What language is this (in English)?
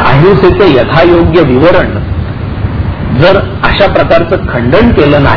Marathi